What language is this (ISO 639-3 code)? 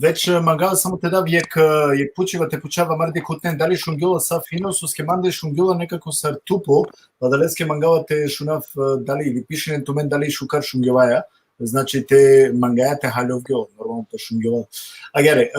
rmn